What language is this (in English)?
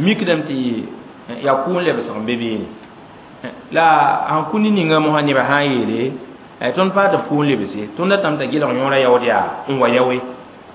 Mossi